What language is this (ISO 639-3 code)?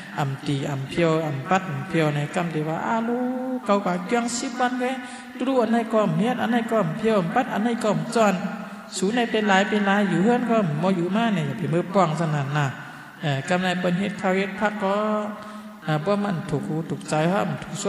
shn